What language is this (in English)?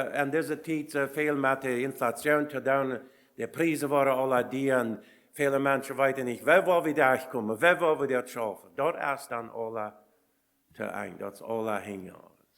Plautdietsch